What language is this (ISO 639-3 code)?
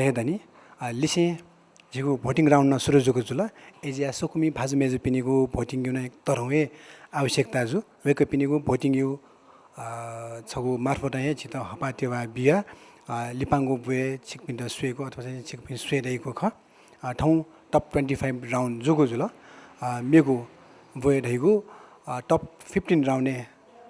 new